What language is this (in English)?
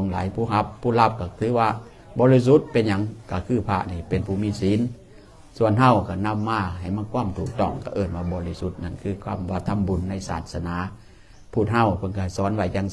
Northeastern Thai